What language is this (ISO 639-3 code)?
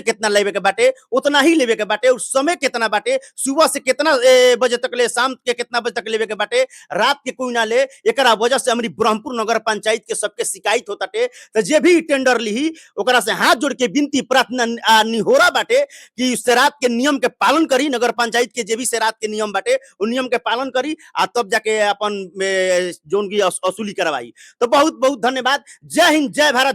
bho